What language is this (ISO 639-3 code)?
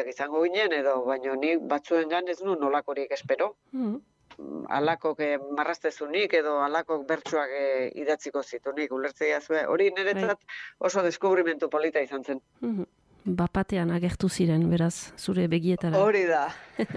eus